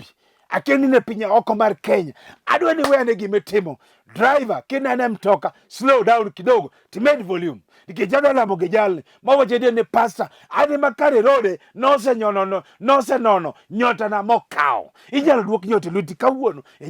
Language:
Luo (Kenya and Tanzania)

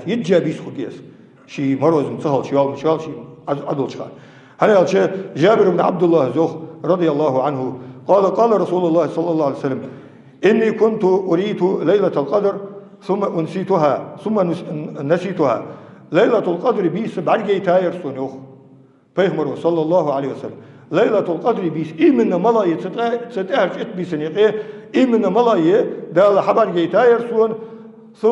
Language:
Ingush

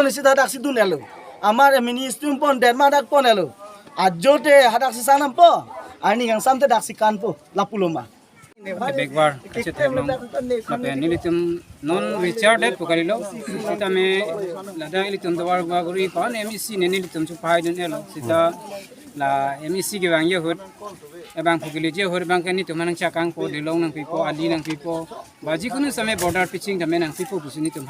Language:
Karbi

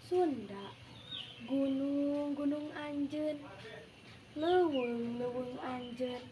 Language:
Sundanese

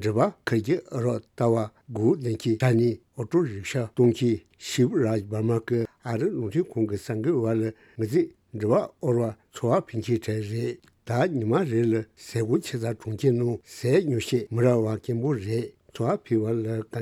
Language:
Tibetan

